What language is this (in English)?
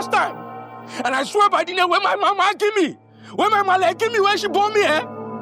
Nigerian Pidgin